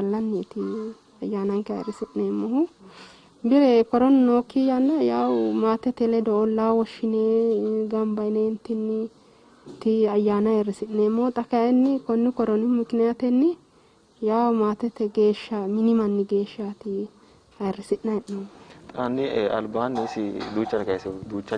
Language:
Sidamo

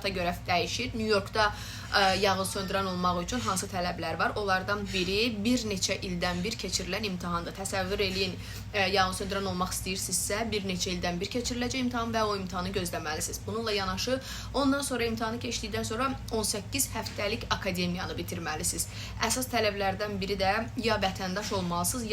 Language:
Azerbaijani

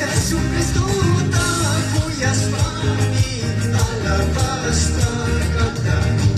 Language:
Imbabura Highland Quichua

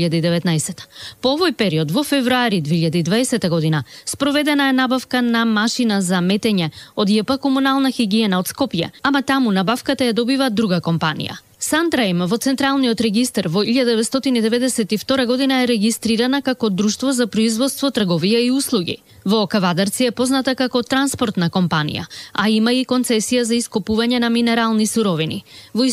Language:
Macedonian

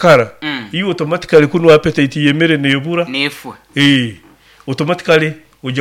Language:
Nyoro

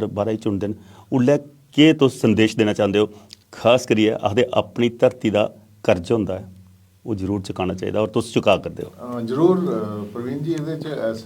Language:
Dogri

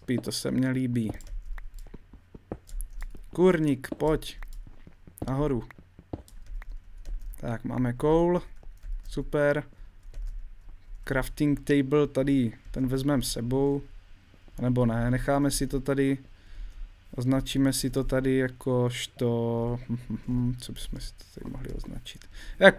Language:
Czech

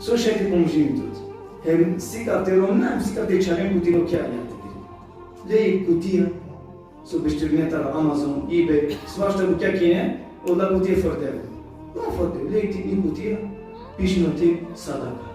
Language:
Balkan Romani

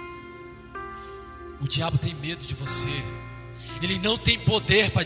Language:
Portuguese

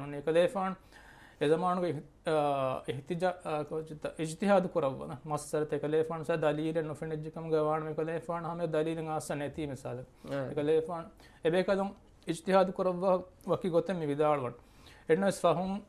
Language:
Divehi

